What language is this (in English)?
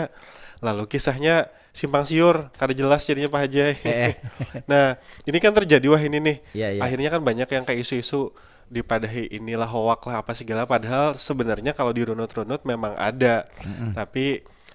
Banjar